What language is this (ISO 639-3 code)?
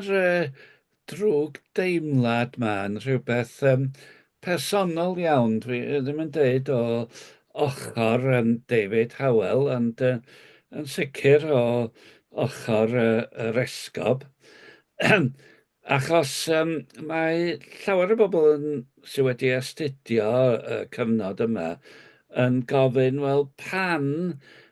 cym